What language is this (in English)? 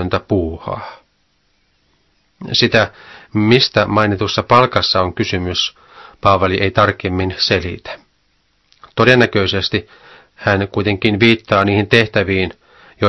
Finnish